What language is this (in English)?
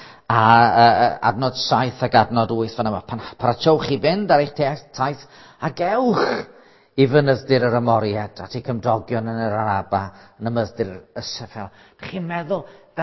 Welsh